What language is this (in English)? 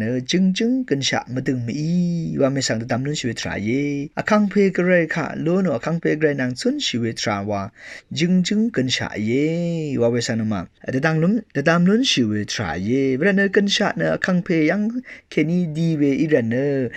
Rawang